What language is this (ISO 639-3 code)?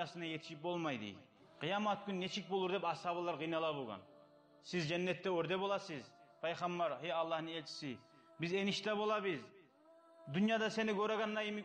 kum